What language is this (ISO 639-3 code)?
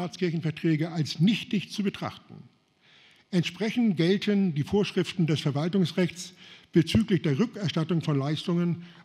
deu